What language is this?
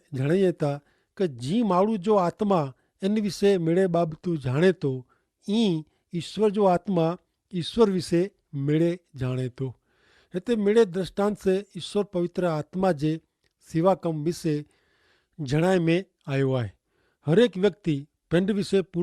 Kachhi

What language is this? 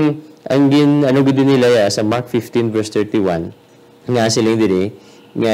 Hiligaynon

